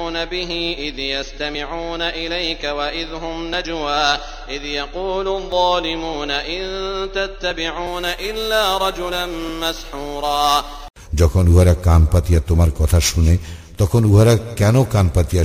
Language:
Bangla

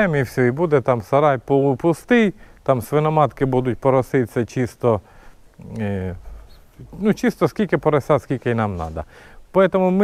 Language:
Ukrainian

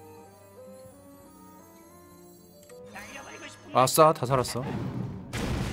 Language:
Korean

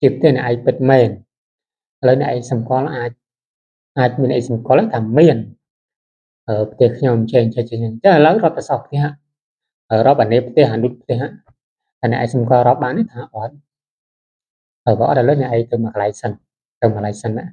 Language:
Khmer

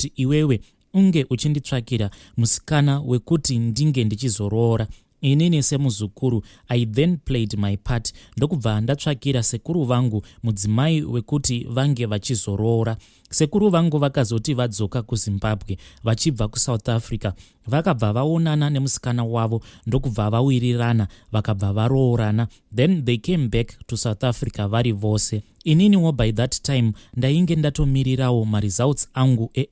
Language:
Shona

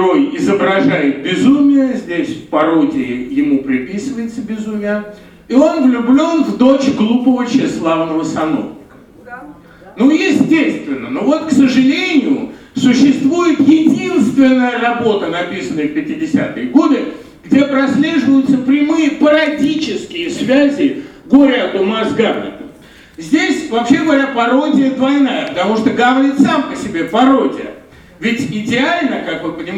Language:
Russian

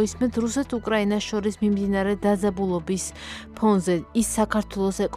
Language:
Georgian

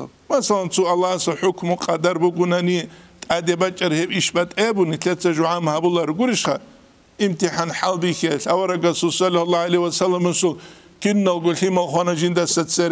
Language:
Avaric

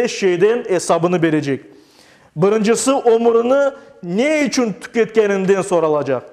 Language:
Crimean Tatar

